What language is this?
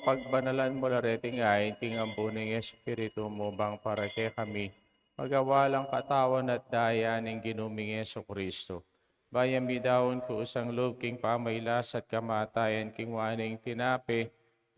Pampanga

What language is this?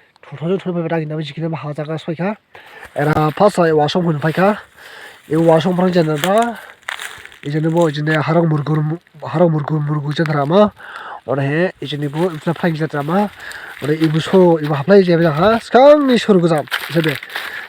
Dimasa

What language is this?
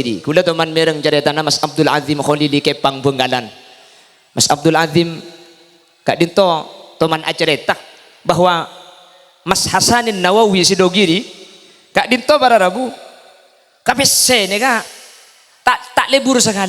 Madurese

